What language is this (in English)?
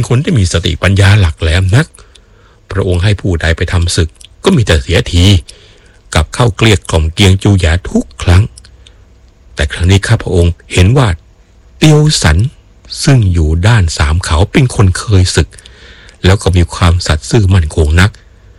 Thai